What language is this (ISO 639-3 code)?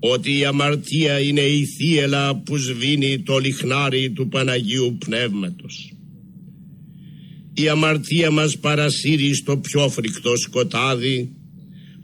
ell